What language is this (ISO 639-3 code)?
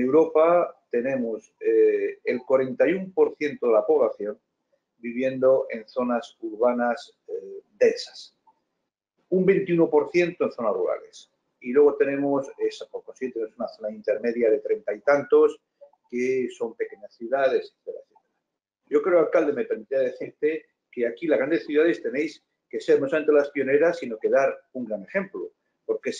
spa